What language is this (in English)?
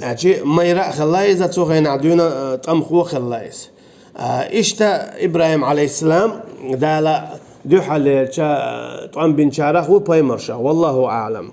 Chechen